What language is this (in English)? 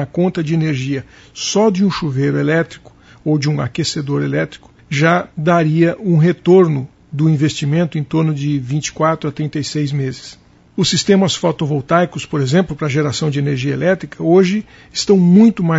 Portuguese